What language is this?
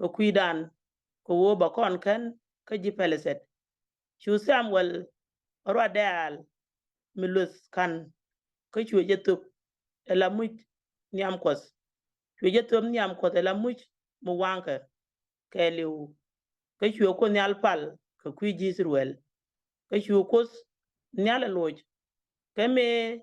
Nuer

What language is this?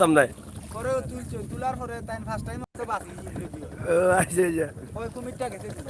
Sylheti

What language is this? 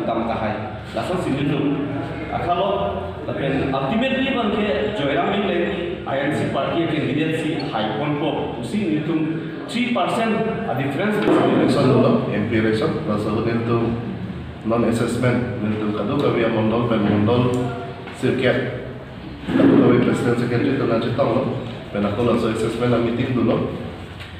Karbi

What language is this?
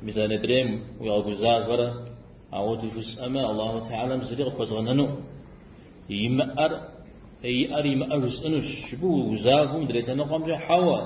Kabardian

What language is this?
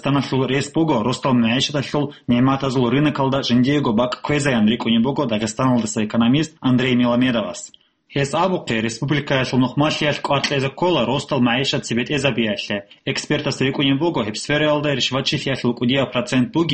Avaric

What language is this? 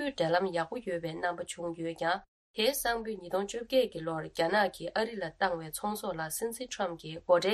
Tibetan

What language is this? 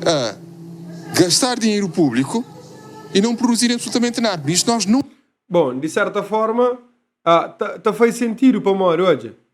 Kabuverdianu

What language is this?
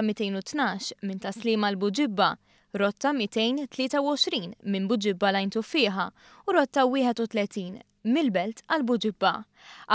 Maltese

